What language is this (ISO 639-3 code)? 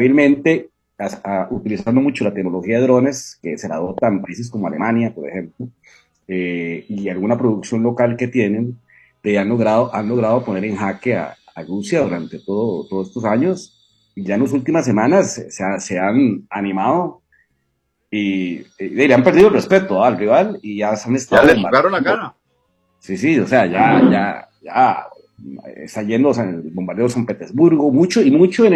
spa